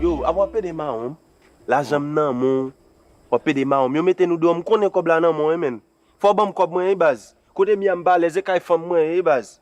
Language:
Haitian Creole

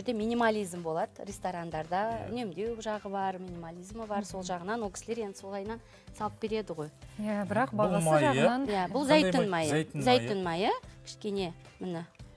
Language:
Kazakh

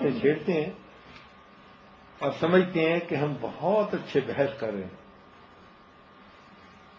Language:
Urdu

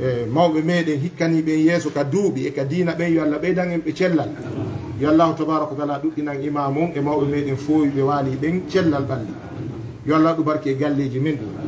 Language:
Fula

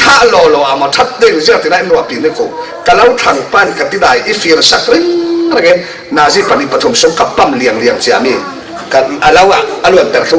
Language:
Falam Chin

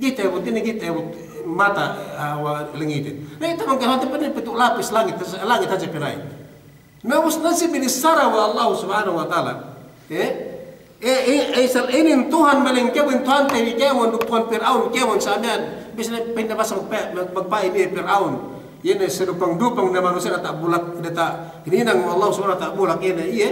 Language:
Yakan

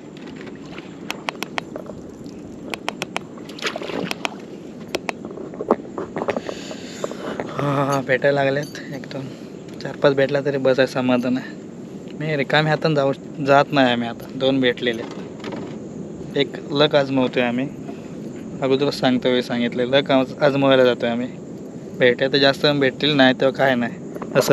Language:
Marathi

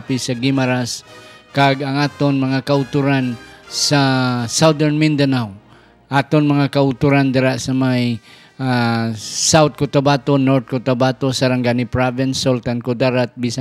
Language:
Hiligaynon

